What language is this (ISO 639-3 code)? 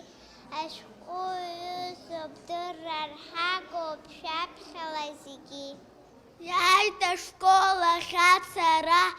abk